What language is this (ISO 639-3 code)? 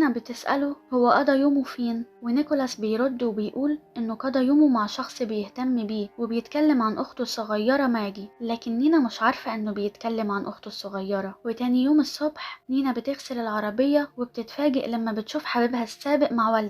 arz